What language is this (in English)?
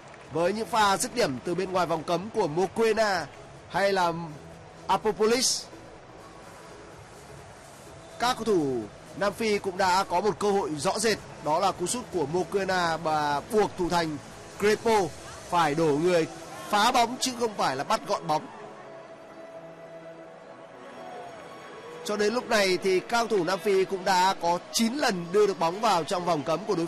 Vietnamese